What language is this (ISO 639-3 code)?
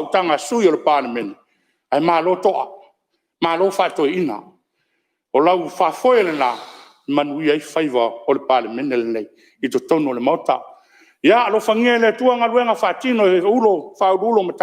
smo